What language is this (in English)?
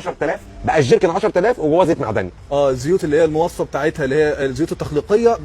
Egyptian Arabic